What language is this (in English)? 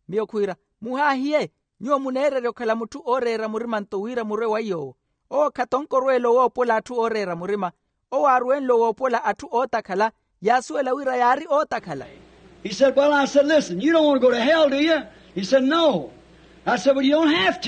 Makhuwa